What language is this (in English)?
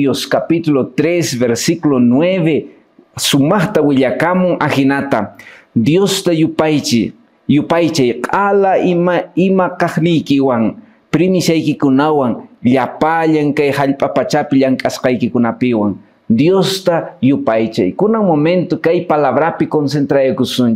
Quechua